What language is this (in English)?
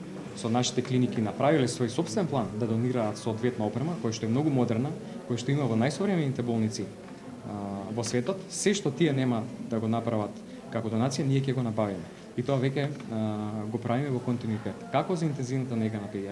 Macedonian